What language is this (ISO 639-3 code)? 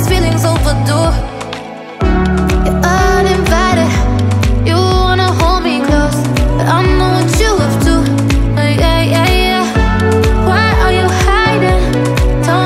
eng